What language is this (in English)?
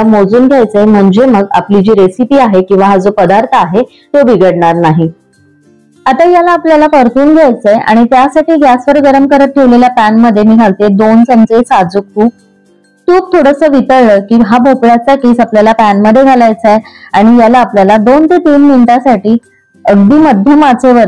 Marathi